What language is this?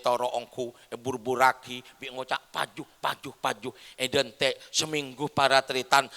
Madurese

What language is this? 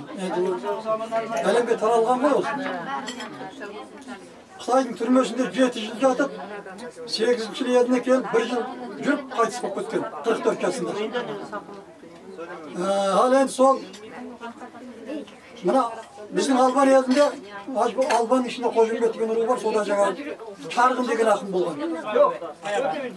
Kazakh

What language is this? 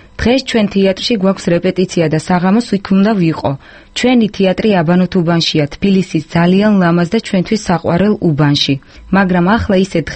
Georgian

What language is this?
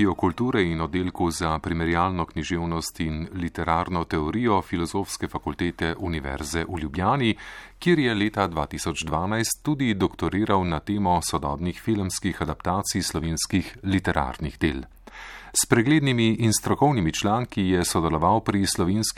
Slovenian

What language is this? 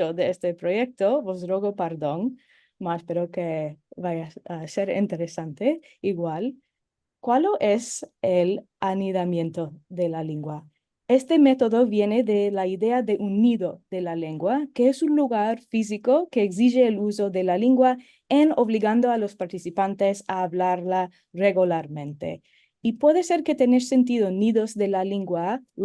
Ladino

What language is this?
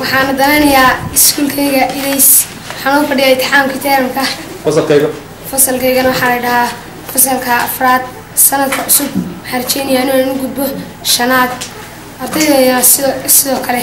Somali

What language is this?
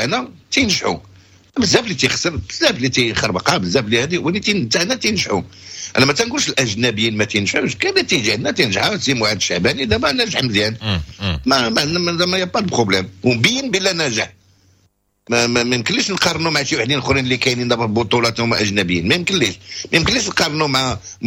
Moroccan Arabic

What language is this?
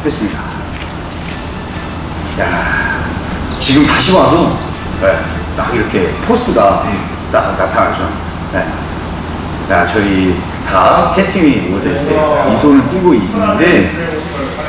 Korean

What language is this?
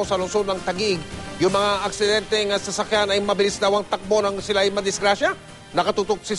Filipino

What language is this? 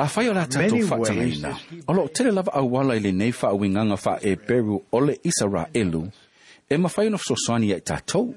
Samoan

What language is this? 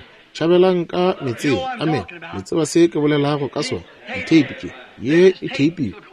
Northern Sotho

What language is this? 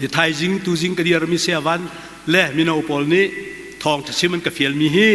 Hakha Chin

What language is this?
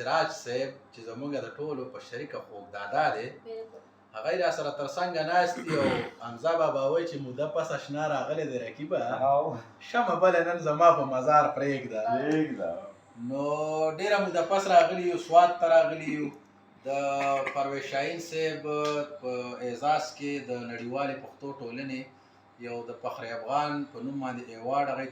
Pashto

